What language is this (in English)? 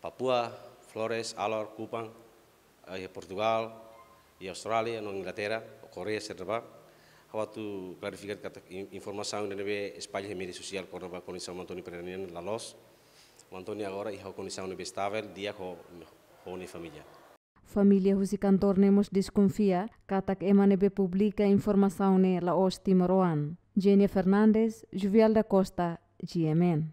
Tetum